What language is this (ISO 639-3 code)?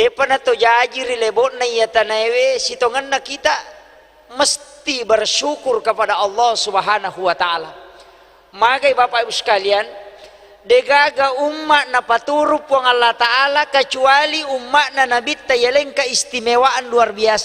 bug